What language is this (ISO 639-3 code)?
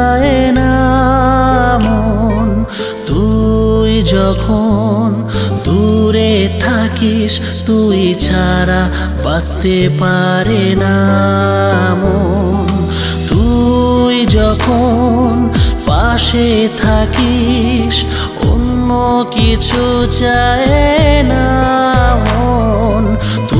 ben